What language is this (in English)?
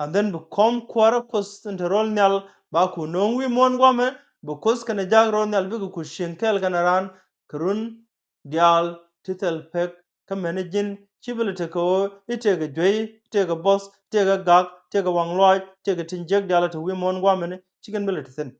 Nuer